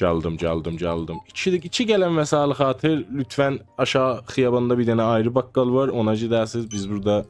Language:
South Azerbaijani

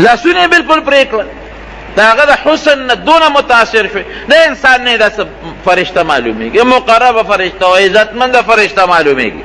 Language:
Pashto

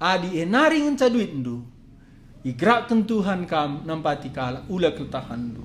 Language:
Batak Karo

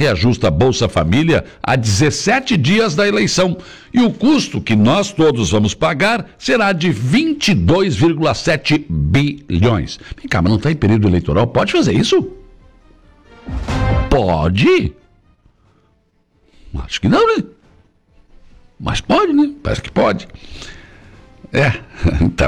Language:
Portuguese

